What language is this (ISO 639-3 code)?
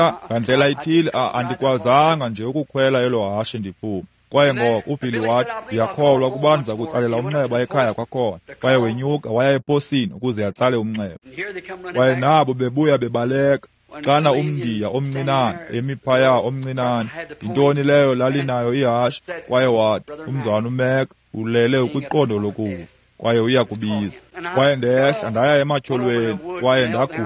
xho